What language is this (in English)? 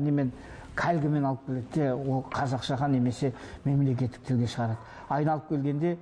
Kazakh